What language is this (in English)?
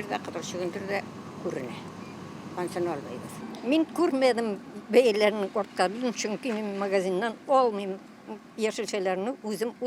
Tatar